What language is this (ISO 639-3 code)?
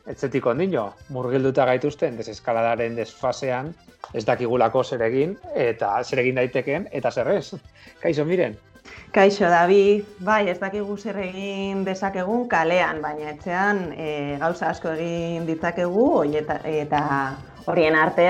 eus